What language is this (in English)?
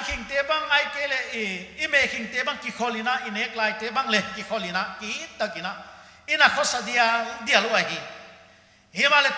Paite Chin